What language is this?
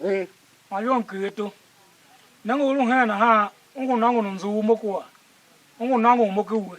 Tiv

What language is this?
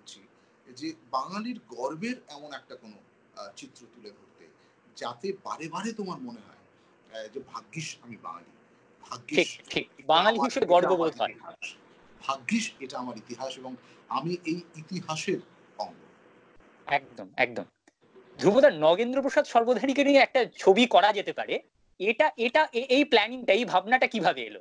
Bangla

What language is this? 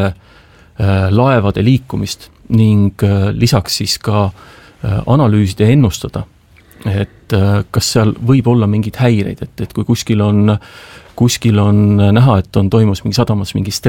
Estonian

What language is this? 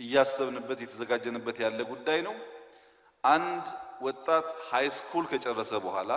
Amharic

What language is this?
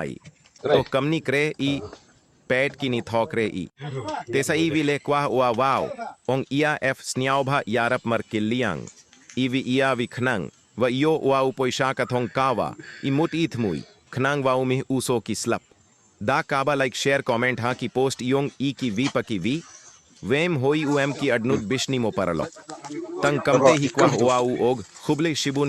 Khasi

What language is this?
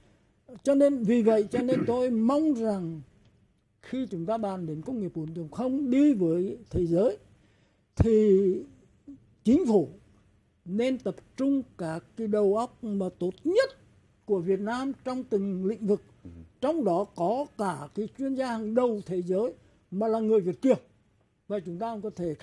Vietnamese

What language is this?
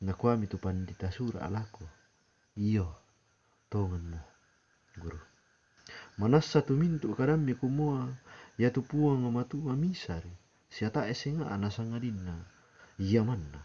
Toraja-Sa'dan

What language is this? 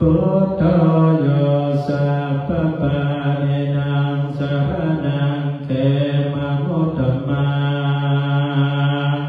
Pali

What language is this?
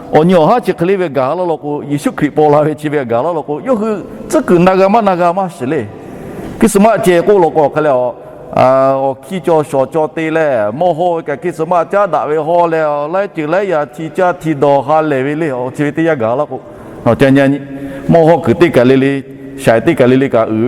Lahu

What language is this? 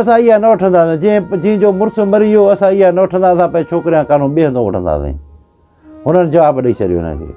Sindhi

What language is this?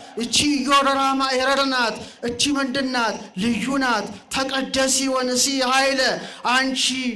Amharic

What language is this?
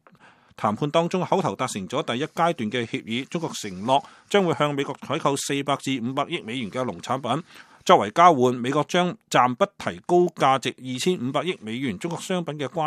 Cantonese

